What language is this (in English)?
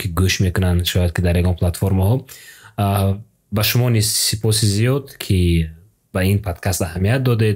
Tajik